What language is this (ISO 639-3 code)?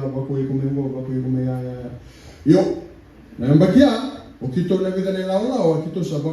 fij